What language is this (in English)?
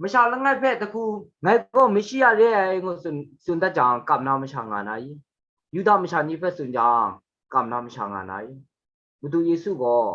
Kachin